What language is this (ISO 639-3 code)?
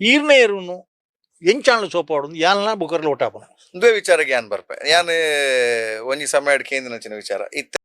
tcy